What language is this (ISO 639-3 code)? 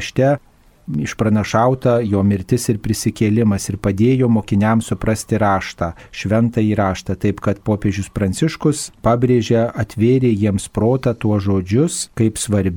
lit